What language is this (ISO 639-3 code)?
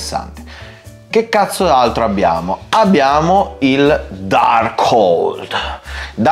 ita